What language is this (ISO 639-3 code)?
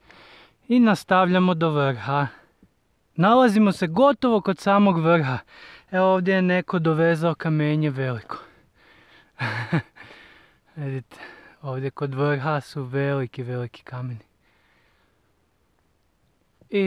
hrv